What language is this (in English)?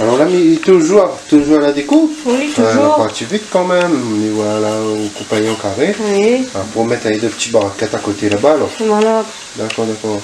Réunion Creole French